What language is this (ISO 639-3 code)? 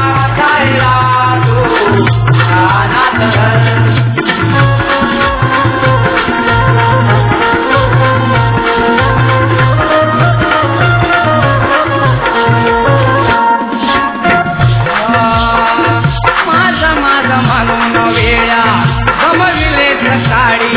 mar